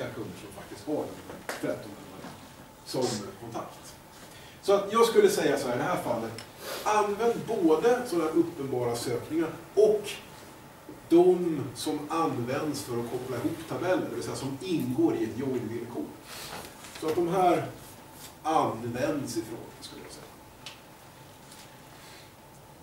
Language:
Swedish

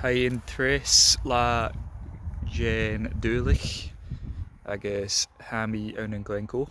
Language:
Scottish Gaelic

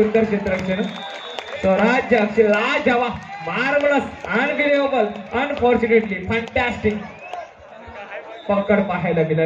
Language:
Marathi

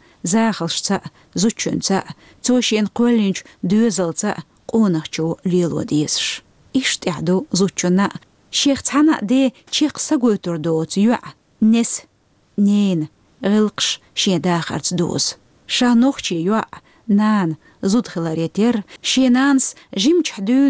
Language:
Chechen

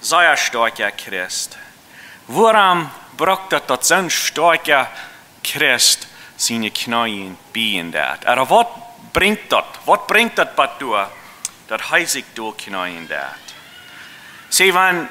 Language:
Plautdietsch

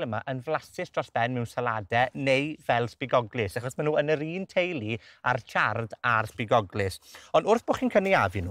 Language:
Welsh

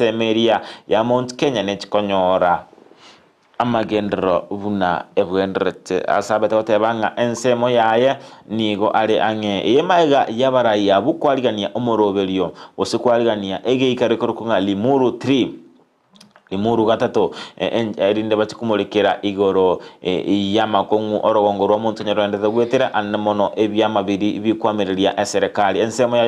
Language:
Gusii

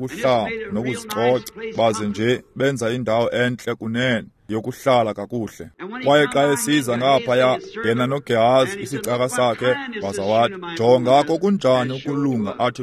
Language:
Xhosa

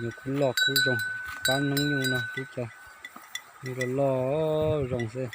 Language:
Hmong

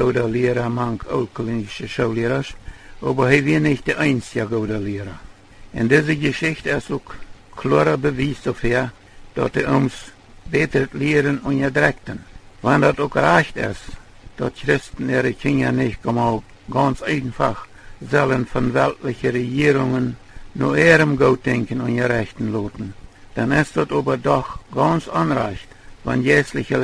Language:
Plautdietsch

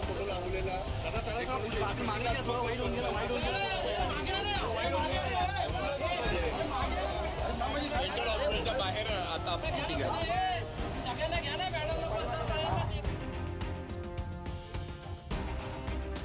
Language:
Marathi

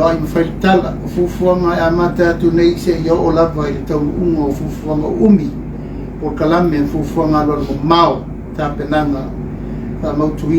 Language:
Samoan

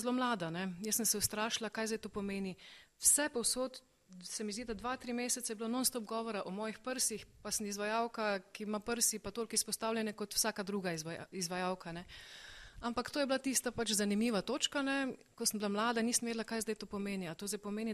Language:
Slovenian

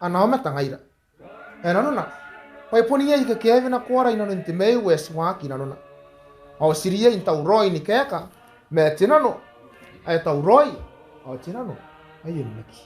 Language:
Gilbertese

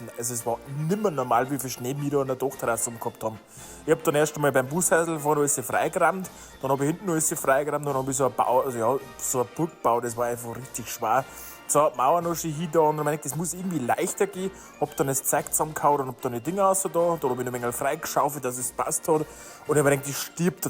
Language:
Bavarian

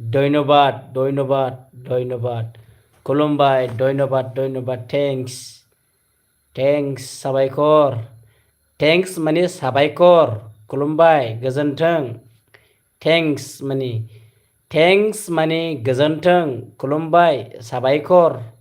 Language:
Bodo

